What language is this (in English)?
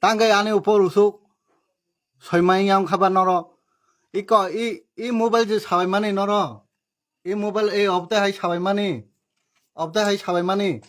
Kok Borok